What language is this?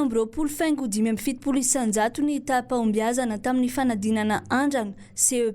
Malagasy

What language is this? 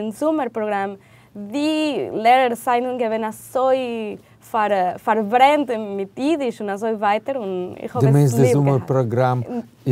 Yiddish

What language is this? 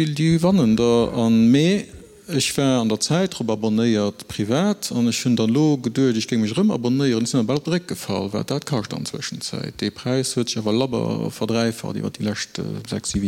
Luxembourgish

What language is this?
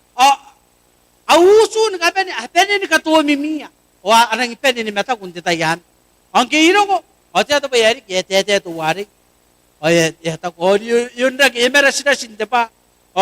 Gilbertese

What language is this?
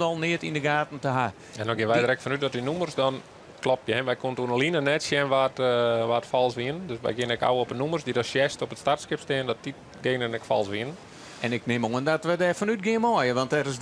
Western Frisian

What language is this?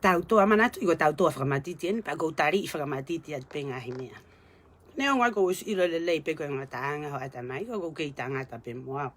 Tongan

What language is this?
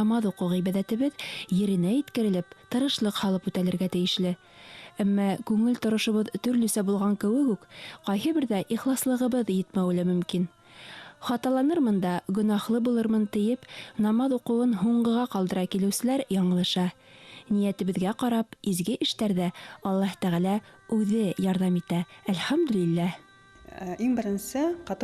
Bashkir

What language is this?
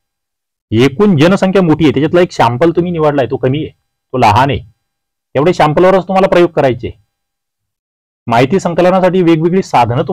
Marathi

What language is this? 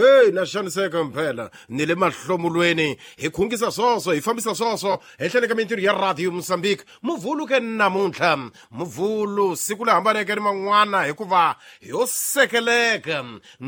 Tsonga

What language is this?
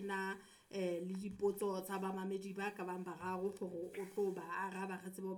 Southern Sotho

